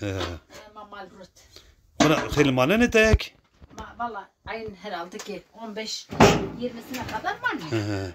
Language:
Zaza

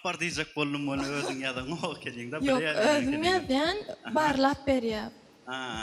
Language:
Turkmen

